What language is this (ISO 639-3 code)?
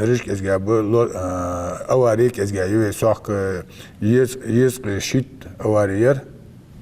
inh